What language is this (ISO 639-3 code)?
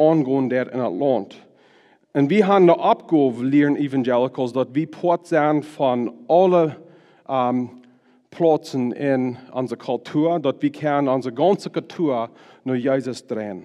pdt